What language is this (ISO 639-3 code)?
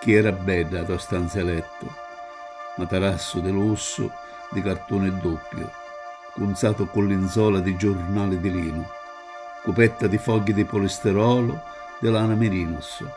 scn